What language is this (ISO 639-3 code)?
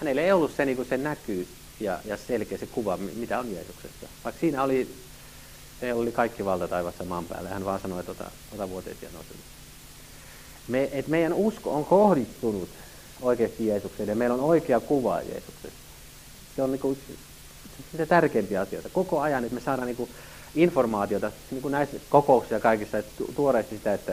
fin